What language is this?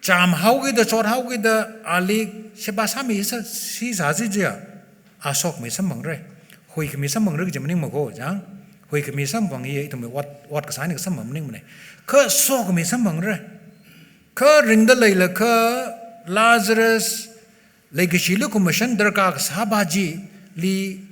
Tangkhul Naga (India)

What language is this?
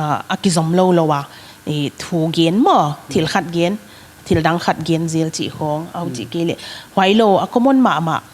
Paite Chin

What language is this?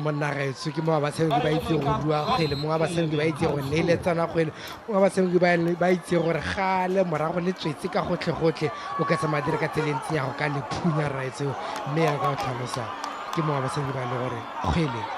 Tswana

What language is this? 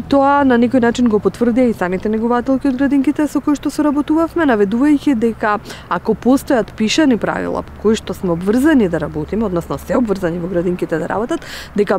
Macedonian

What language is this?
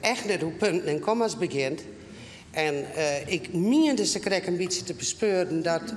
Western Frisian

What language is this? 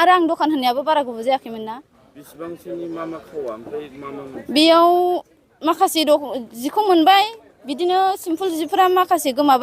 Bodo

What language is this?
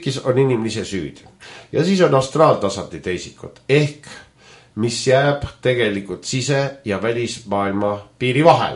Estonian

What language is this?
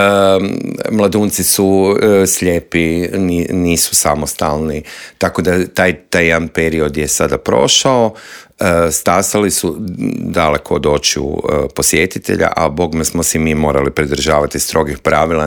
Croatian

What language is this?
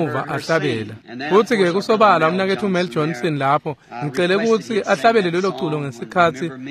Swati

